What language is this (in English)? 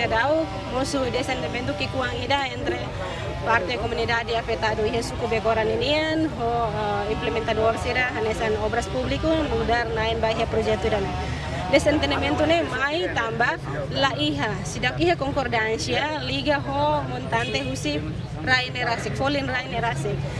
Tetum